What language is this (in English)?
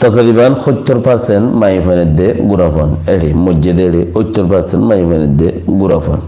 Rohingya